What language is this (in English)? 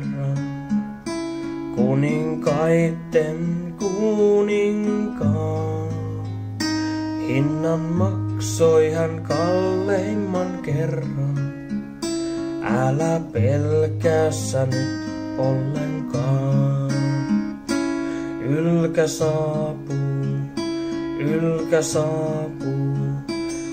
Finnish